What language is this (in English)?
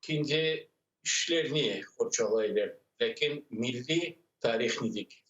Crimean Tatar